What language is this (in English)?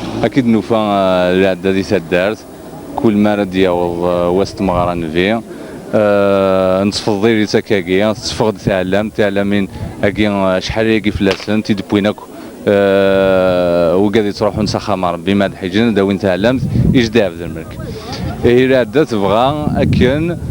Kabyle